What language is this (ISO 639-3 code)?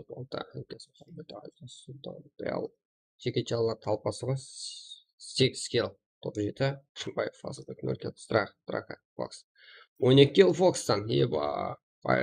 kaa